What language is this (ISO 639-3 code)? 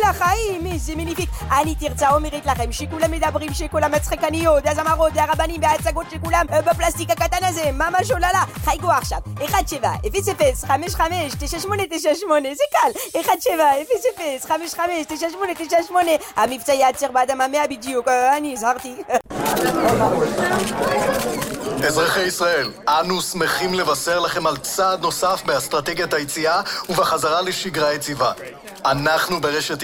heb